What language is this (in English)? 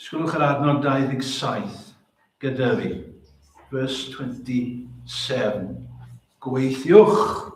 Welsh